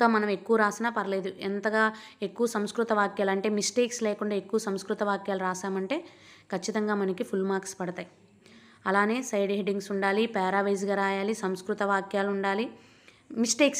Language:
Telugu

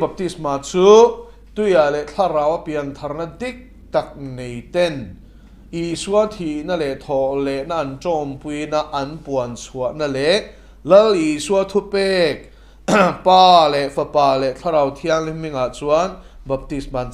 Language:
Mizo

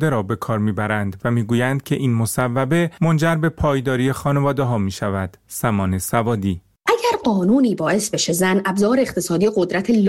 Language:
Persian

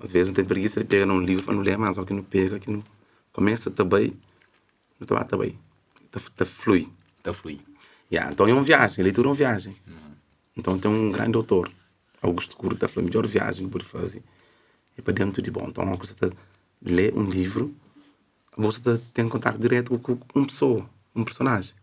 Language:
Kabuverdianu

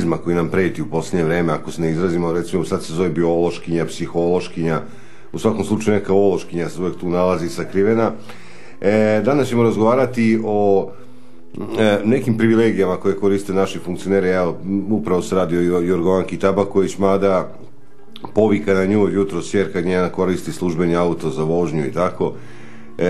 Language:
Serbian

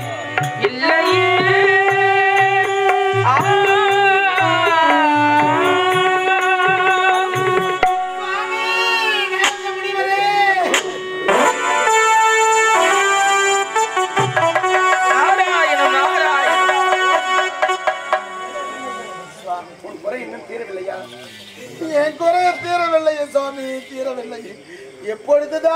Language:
Tamil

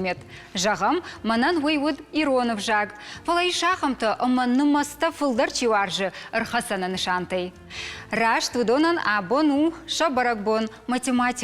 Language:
Ossetic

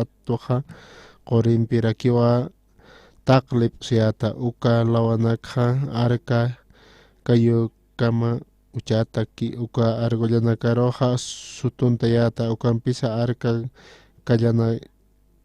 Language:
Aymara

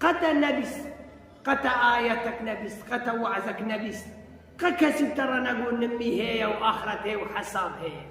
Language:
Kurdish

